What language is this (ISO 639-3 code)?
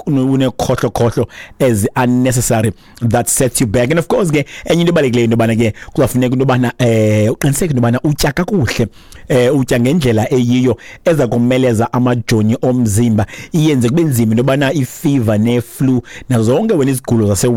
xho